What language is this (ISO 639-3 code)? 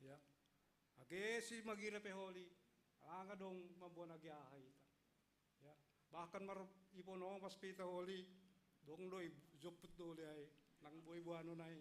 bts